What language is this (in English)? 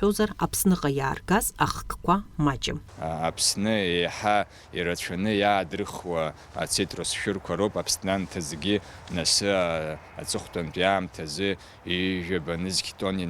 Abkhazian